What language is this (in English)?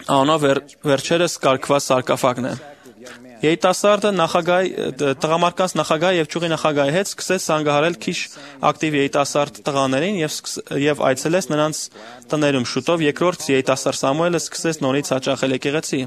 Armenian